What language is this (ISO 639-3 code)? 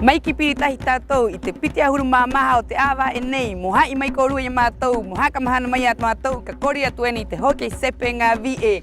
rap